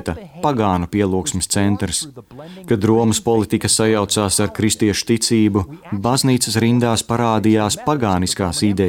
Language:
Latvian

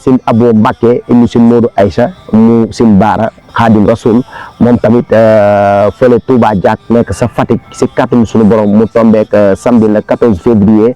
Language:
Wolof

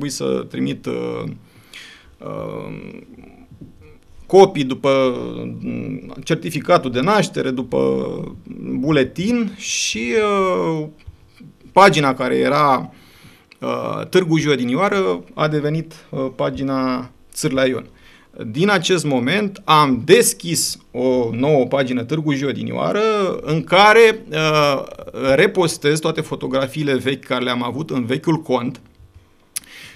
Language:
Romanian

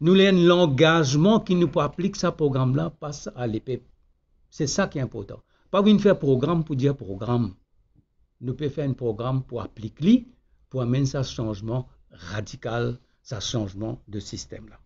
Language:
Morisyen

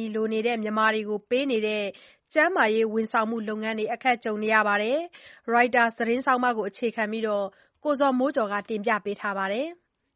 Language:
Burmese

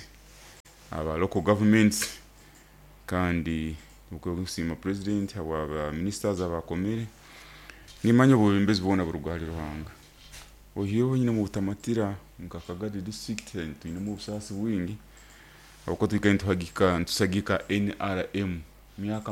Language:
Nyoro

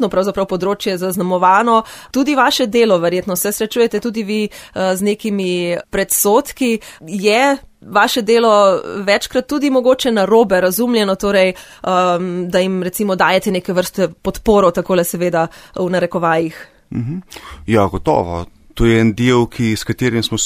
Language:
Slovenian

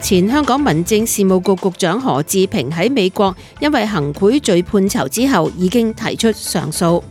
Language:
Cantonese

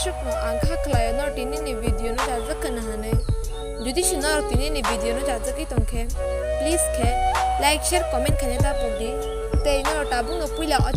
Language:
Kok Borok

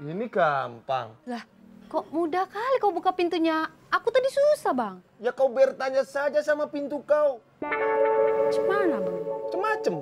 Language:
Betawi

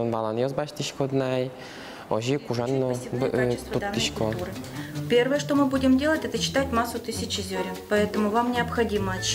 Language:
Udmurt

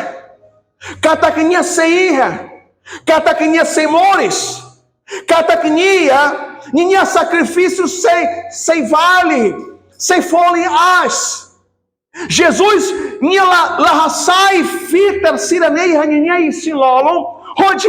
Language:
Tetum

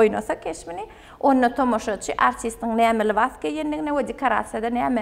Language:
Turkmen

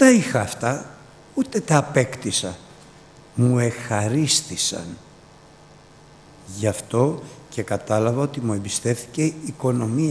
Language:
Greek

